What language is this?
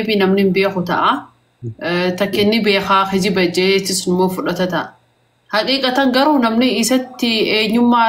Oromo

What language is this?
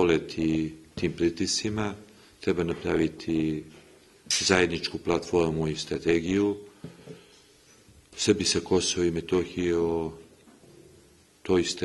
Serbian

